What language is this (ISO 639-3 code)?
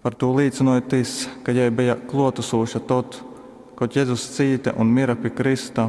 ltg